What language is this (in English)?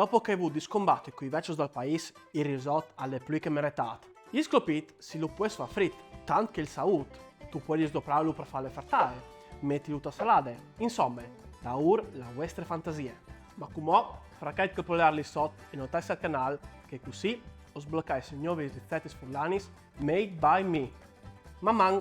Friulian